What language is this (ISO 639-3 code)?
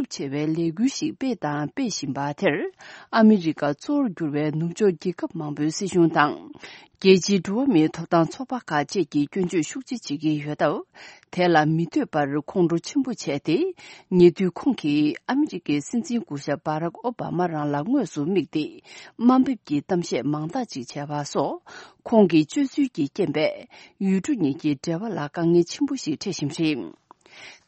bod